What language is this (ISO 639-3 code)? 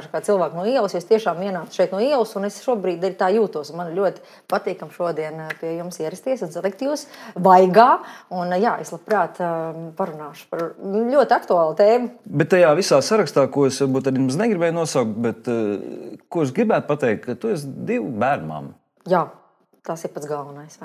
lav